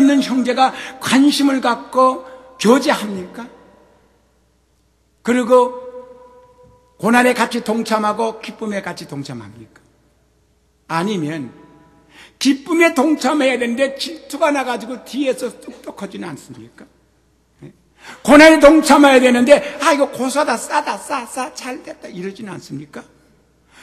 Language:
Korean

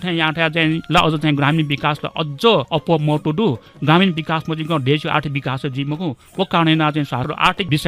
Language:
Newari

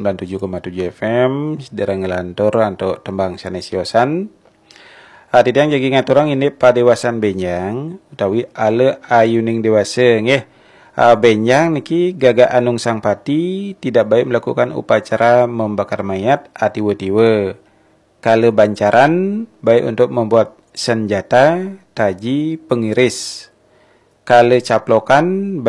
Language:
Balinese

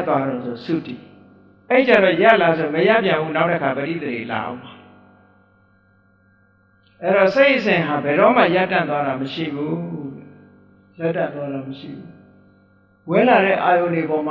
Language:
Burmese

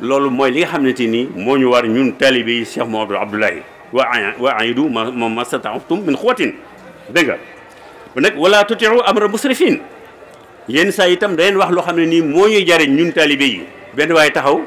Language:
Wolof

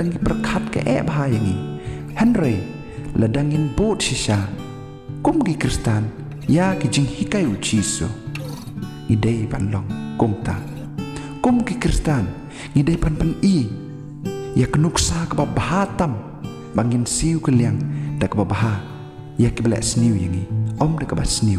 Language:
Khasi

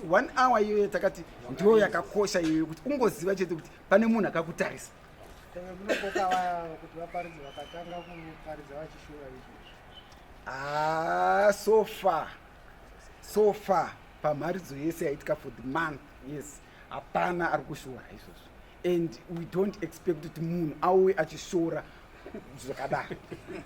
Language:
Shona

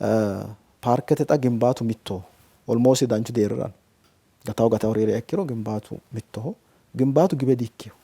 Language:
Sidamo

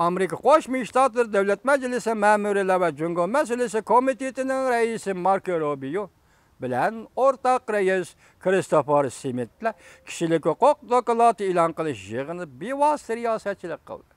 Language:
Uyghur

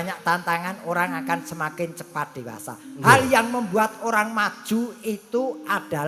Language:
Javanese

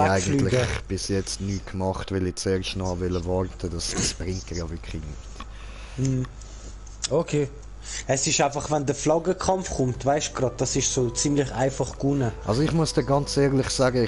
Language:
Swiss German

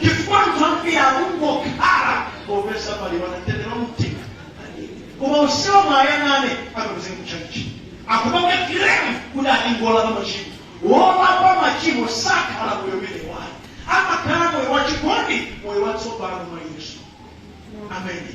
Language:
Nyanja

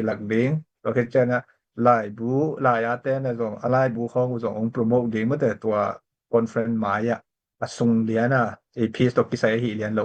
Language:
Tedim Chin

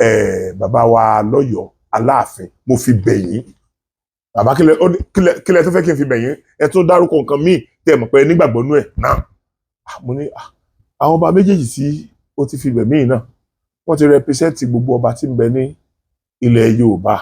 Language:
Yoruba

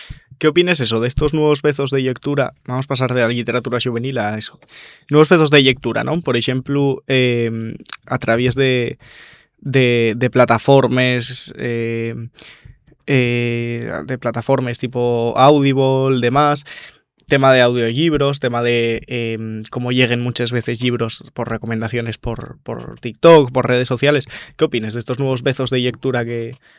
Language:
Asturian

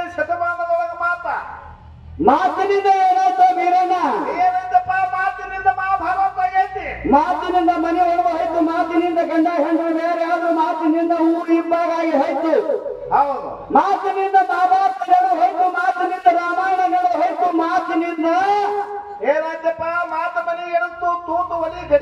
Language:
Kannada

